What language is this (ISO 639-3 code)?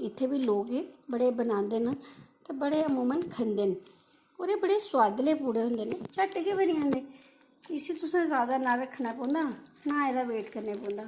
doi